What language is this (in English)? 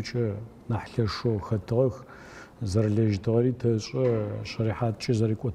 Adyghe